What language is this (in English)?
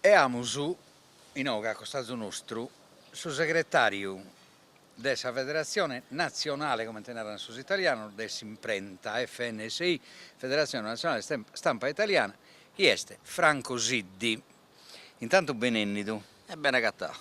Sardinian